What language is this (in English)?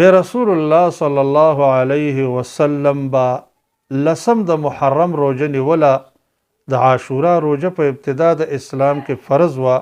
Pashto